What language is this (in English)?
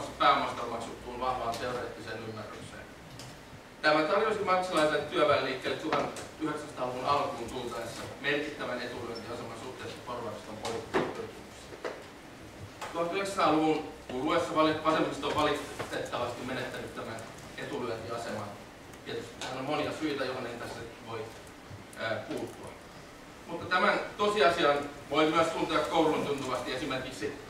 Finnish